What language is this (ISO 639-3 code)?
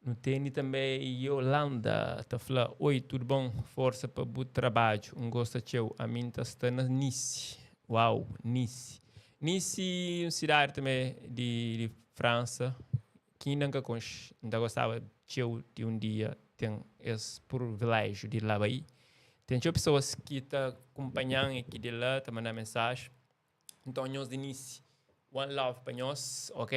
kea